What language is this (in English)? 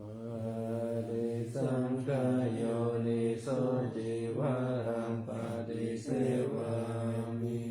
Pali